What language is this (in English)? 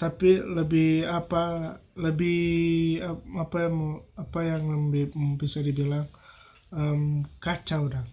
Manado Malay